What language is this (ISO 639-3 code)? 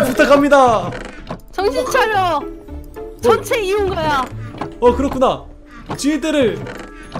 kor